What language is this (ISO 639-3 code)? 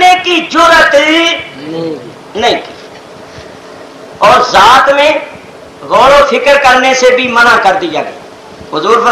urd